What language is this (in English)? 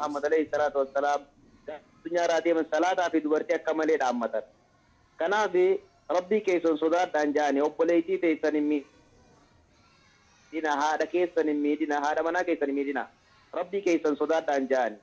Oromo